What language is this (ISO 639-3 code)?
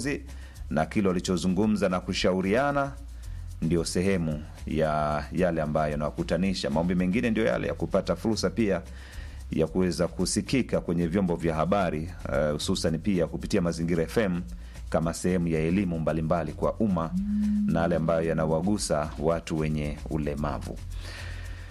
swa